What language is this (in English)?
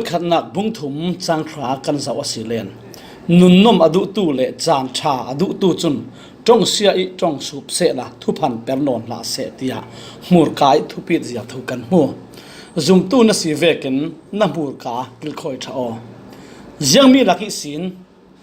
Falam Chin